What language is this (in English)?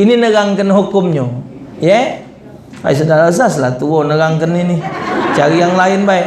Musi